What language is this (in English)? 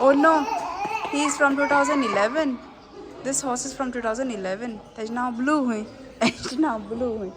Konkani